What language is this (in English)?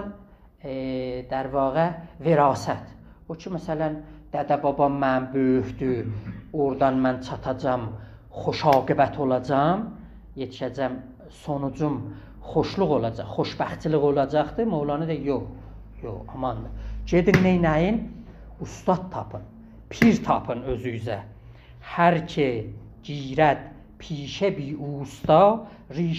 South Azerbaijani